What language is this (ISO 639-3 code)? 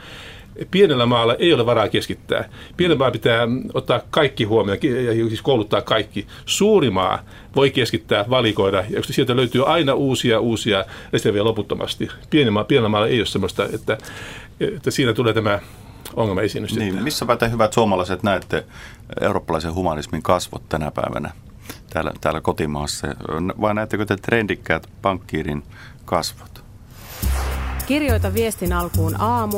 fin